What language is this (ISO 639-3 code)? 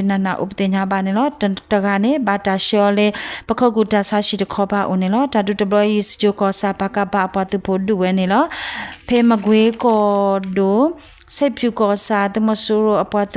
ksw